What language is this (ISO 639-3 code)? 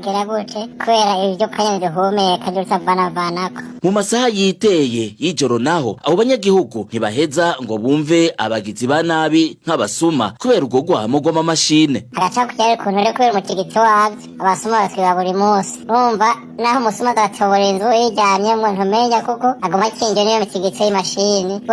run